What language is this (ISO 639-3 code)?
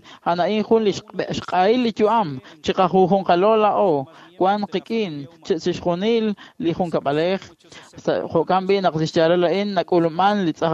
kek